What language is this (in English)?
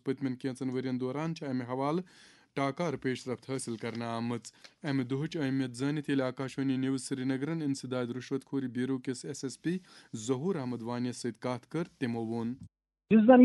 Kashmiri